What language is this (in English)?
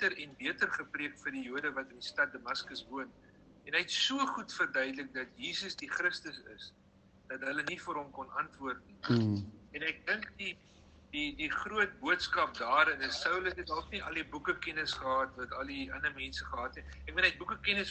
Afrikaans